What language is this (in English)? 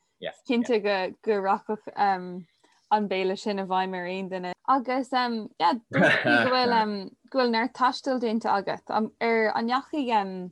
Irish